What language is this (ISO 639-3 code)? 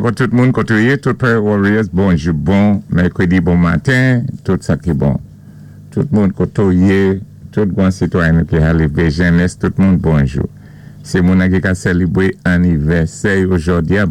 acf